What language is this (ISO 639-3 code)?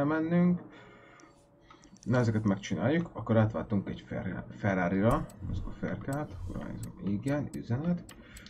hun